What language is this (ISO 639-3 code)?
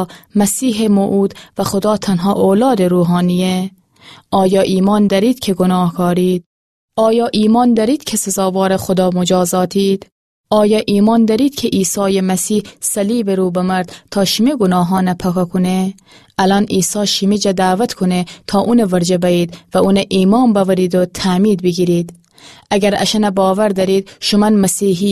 glk